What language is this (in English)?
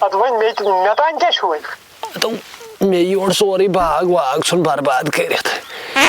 Kashmiri